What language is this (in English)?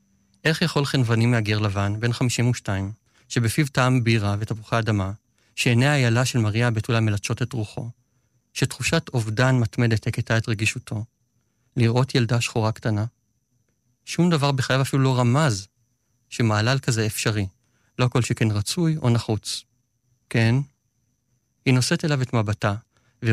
Hebrew